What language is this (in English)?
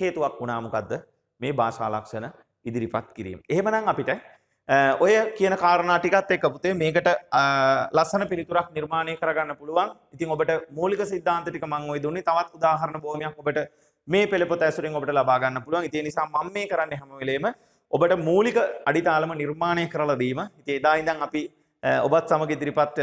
Sinhala